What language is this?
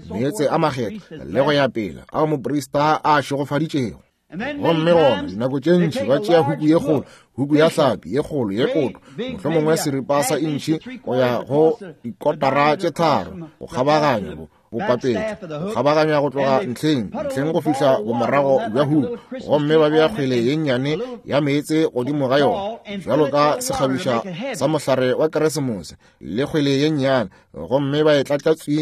Northern Sotho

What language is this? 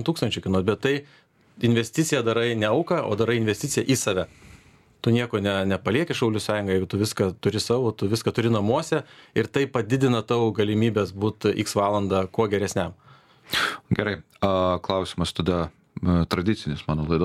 Lithuanian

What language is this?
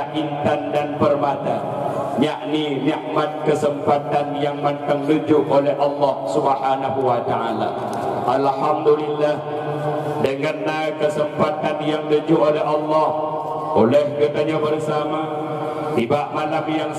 Achinese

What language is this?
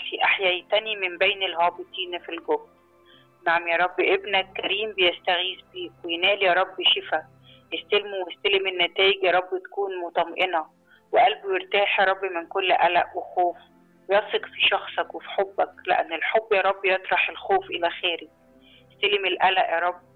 Egyptian Arabic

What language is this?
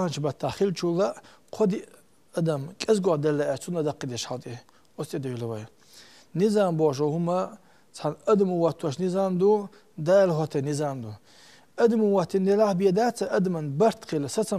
Chechen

